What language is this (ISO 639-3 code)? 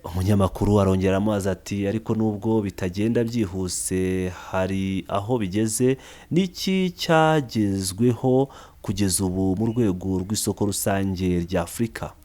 kin